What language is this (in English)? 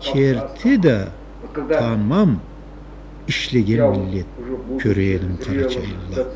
Karachay-Balkar